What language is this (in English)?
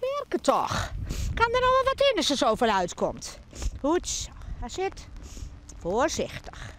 Western Frisian